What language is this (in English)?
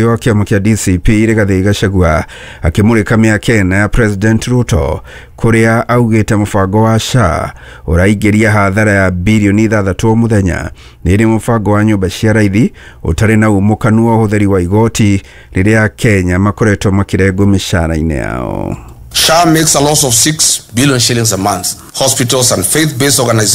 Kikuyu